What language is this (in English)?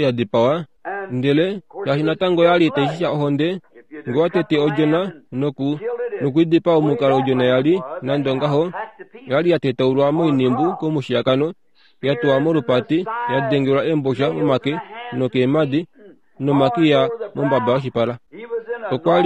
Kuanyama